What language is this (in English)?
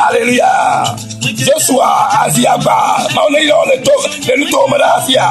Ewe